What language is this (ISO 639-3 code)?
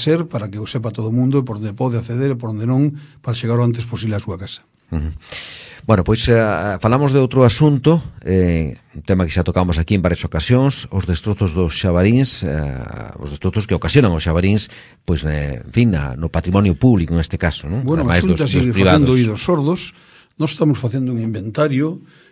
glg